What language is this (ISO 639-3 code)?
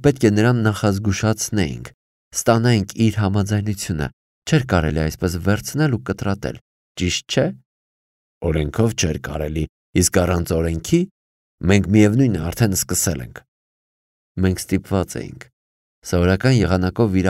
hye